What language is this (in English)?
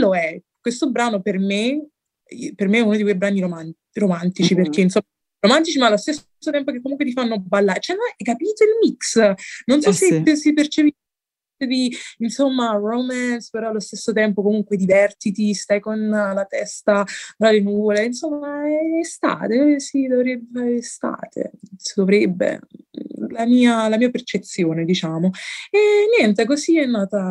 Italian